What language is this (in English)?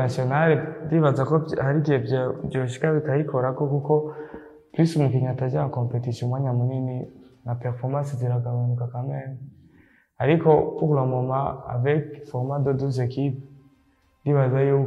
Rundi